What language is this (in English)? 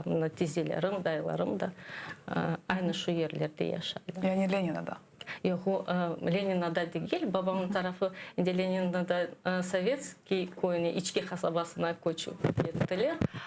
Crimean Tatar